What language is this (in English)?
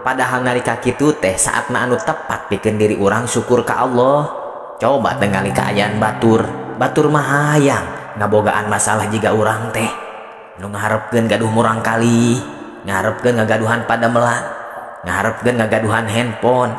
Sundanese